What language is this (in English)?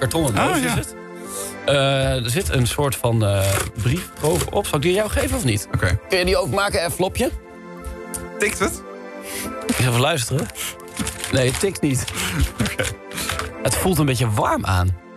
Dutch